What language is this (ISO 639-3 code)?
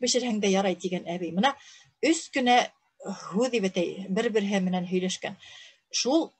bak